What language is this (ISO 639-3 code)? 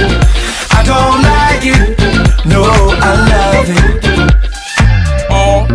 eng